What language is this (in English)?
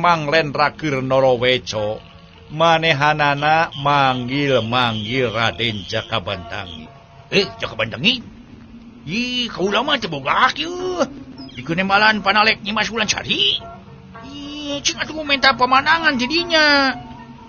Sundanese